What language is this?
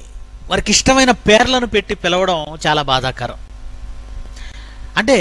Telugu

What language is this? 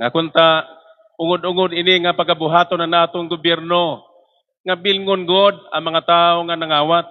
Waray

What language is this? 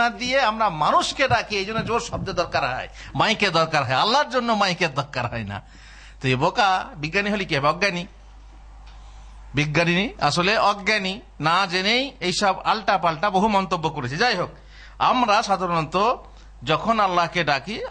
Bangla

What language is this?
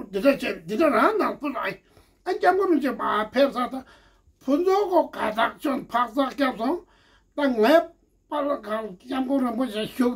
Tibetan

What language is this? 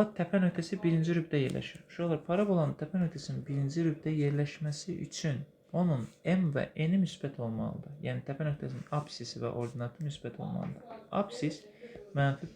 Azerbaijani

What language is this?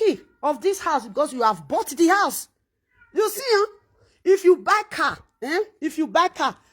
Nigerian Pidgin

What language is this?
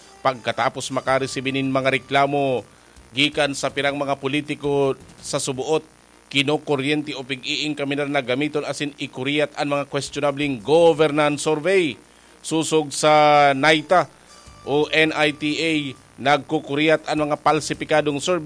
Bikol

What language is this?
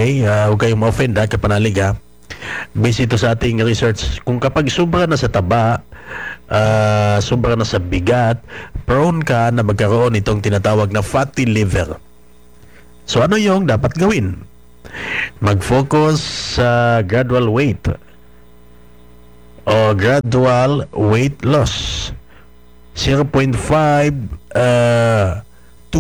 Filipino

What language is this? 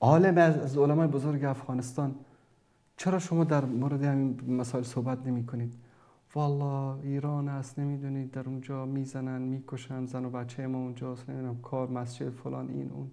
Persian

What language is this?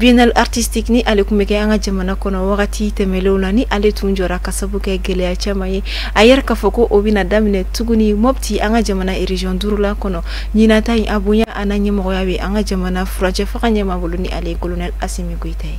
Bambara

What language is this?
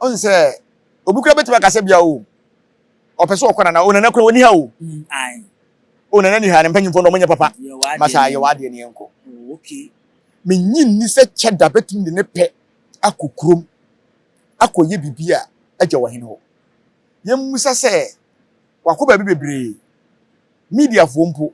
Akan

